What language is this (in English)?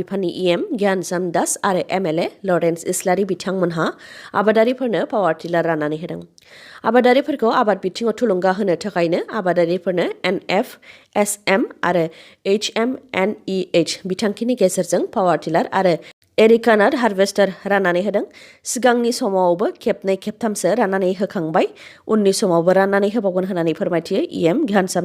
Bodo